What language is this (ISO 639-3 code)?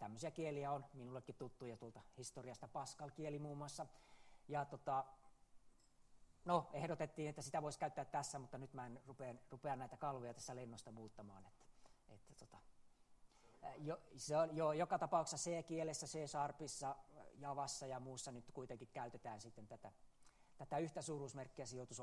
fin